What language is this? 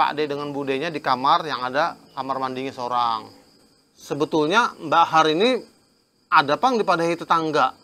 Banjar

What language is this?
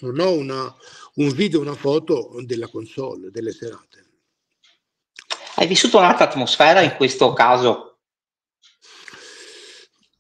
Italian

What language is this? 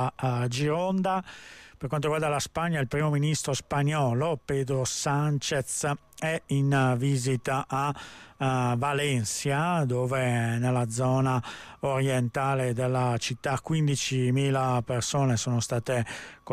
Italian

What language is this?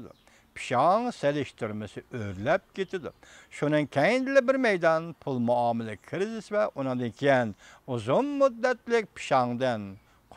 Uyghur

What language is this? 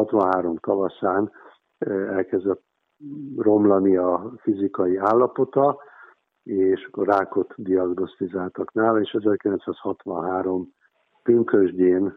Hungarian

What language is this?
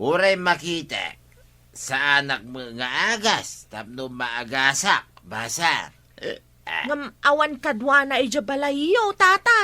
Iloko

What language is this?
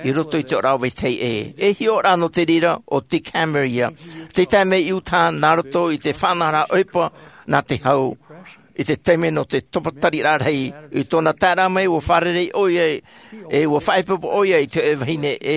Tahitian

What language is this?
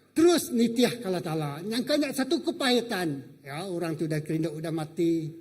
Iban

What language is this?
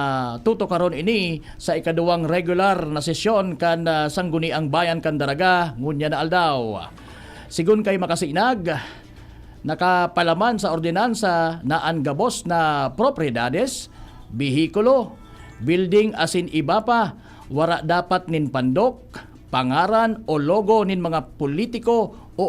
Bikol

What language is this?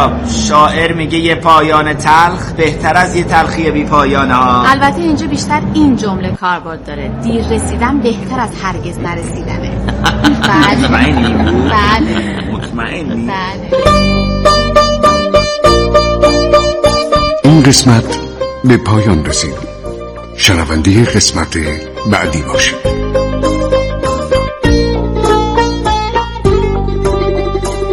Persian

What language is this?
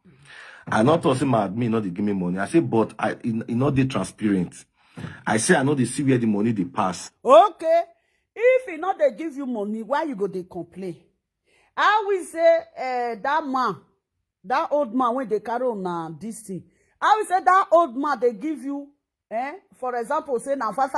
Nigerian Pidgin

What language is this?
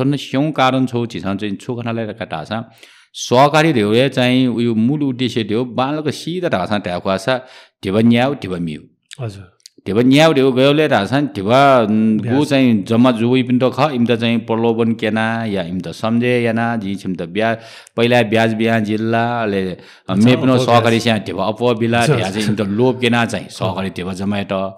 Newari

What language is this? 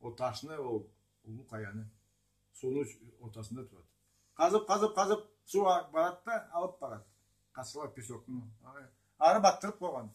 Karachay-Balkar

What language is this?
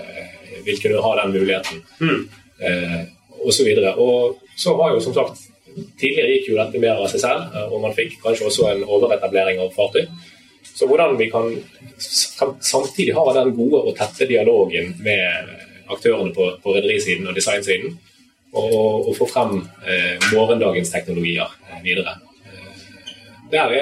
Norwegian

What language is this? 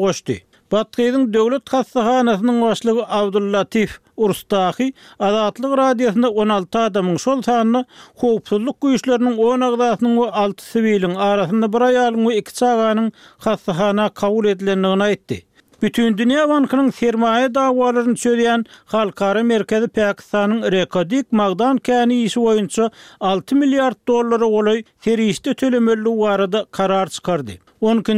Turkmen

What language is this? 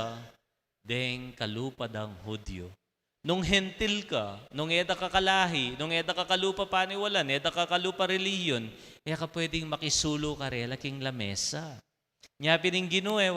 Pampanga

